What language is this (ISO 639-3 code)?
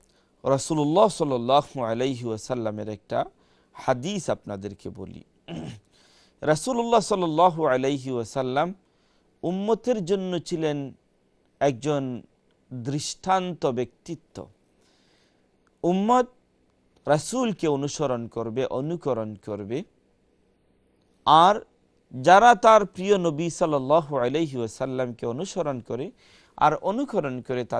ben